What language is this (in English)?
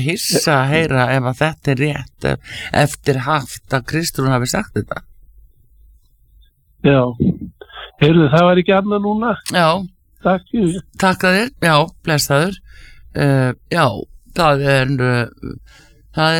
Icelandic